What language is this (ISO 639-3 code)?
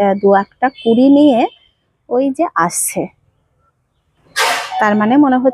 ben